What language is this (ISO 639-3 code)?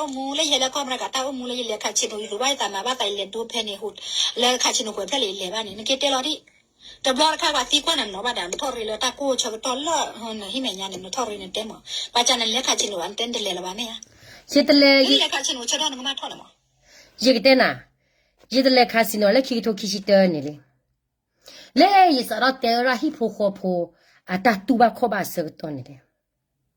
ksw